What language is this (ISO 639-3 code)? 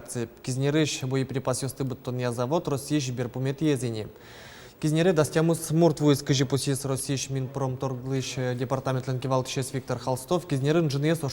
udm